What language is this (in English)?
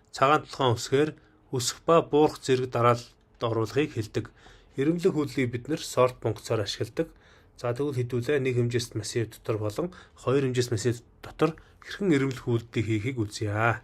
Mongolian